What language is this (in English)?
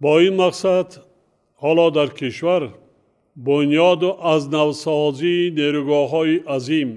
Tajik